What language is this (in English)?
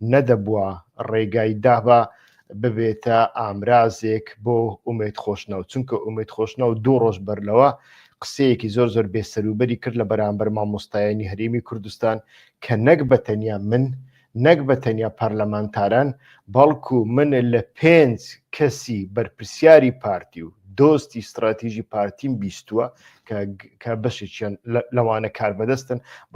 Central Kurdish